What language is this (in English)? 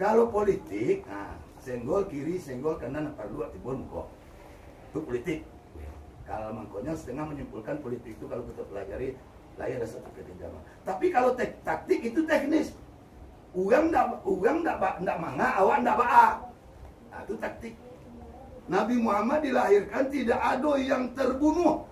Minangkabau